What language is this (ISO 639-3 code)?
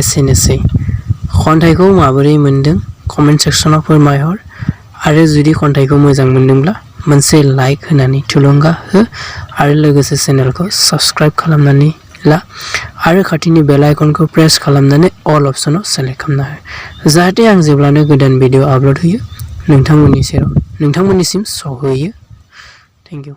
brx